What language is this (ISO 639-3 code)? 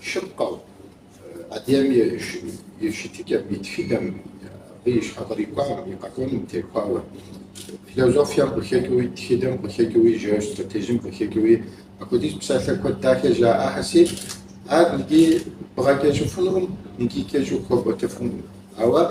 kbd